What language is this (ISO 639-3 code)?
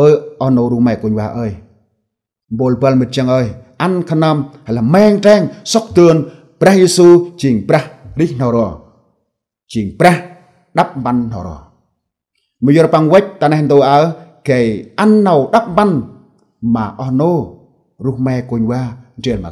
cmo